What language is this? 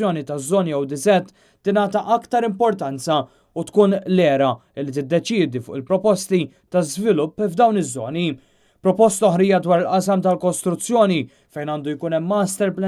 Maltese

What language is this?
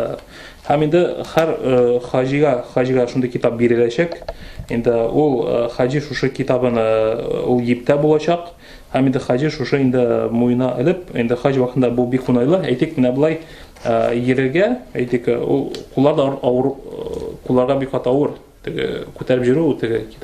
Tatar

